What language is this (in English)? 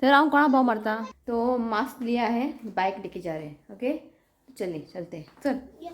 Konkani